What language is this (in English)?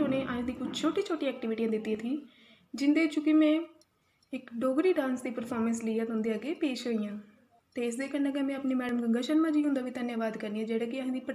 Dogri